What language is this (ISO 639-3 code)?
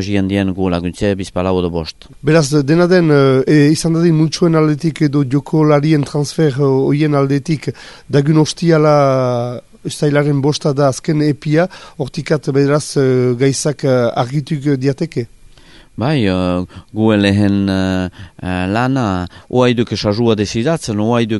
eus